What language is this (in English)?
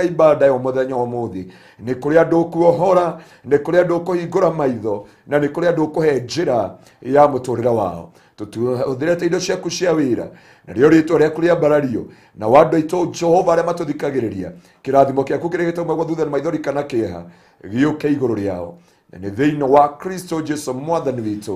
Kikuyu